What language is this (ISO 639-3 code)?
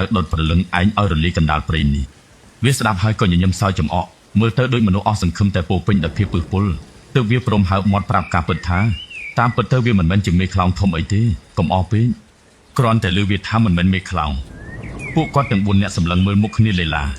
khm